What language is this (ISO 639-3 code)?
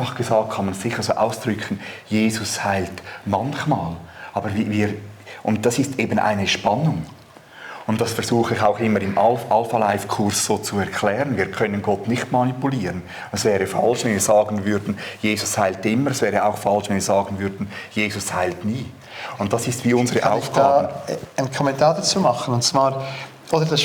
gsw